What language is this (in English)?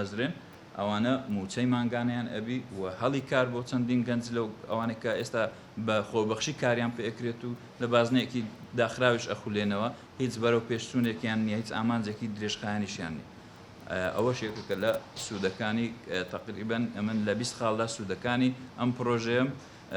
Central Kurdish